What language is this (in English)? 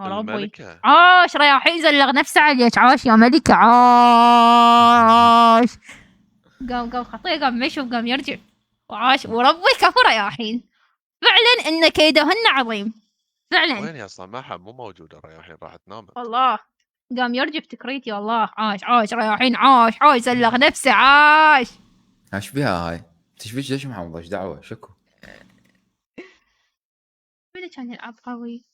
Mesopotamian Arabic